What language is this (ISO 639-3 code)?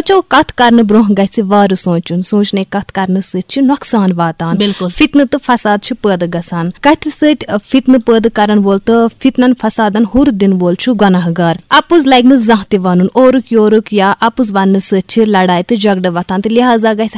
kas